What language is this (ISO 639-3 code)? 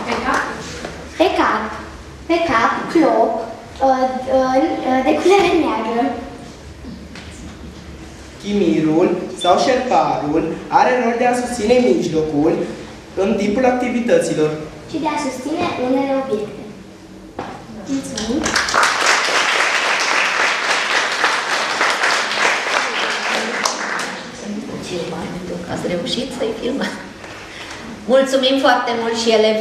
ron